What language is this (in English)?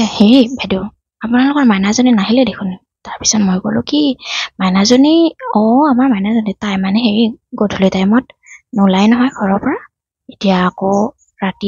Assamese